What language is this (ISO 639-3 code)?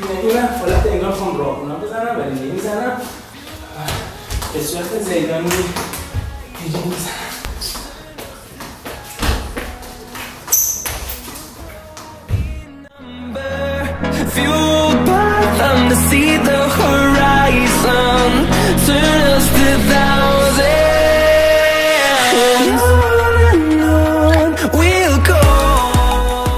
fas